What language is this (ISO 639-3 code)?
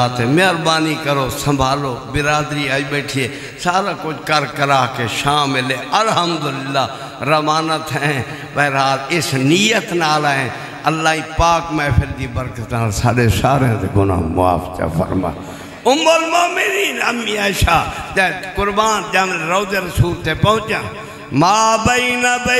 skr